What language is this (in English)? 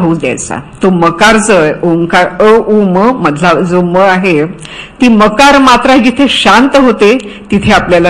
Marathi